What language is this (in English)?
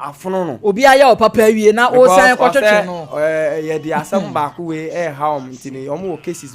Akan